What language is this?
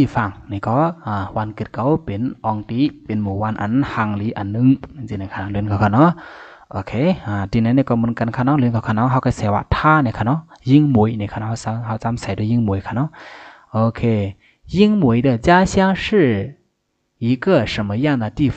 Shan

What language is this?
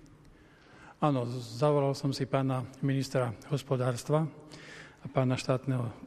Slovak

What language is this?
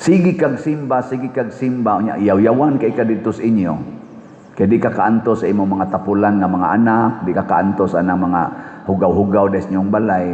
Cebuano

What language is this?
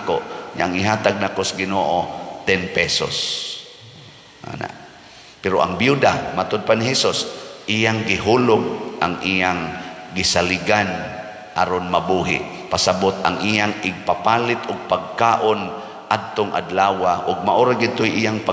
Cebuano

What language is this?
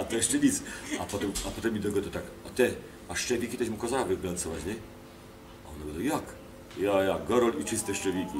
Silesian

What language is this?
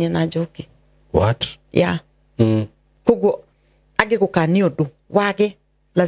Kikuyu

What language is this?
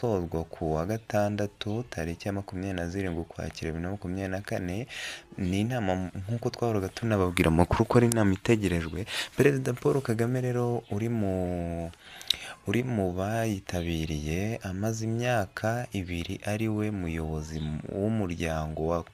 Kinyarwanda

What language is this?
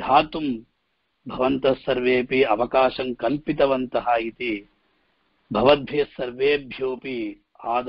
Sanskrit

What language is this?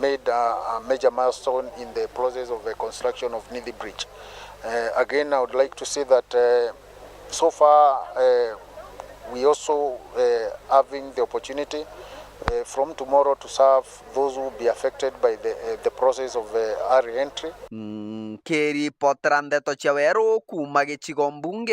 Meru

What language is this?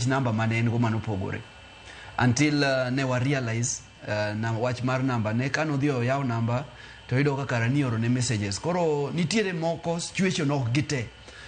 Luo (Kenya and Tanzania)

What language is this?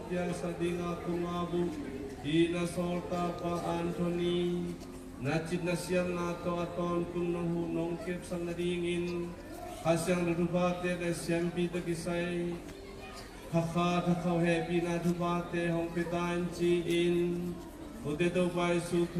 Tedim Chin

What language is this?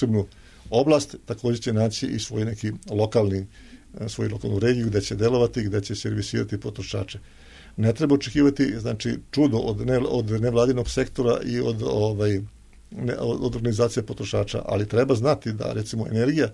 Serbian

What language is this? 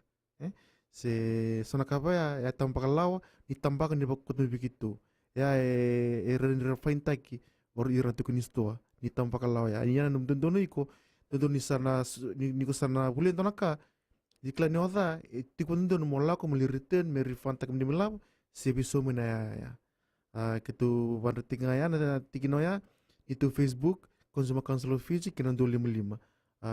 Fijian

